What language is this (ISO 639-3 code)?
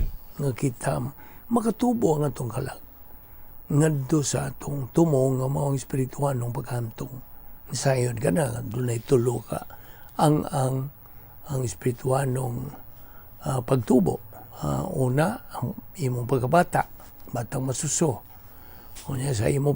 ceb